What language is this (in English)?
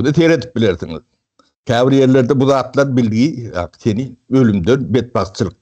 Turkmen